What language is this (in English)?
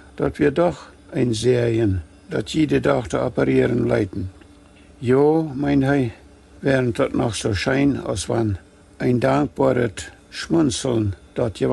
Plautdietsch